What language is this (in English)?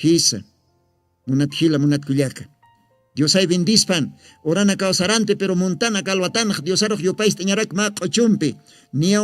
Aymara